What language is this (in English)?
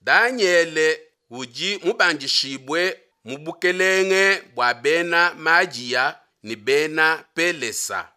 Luba-Lulua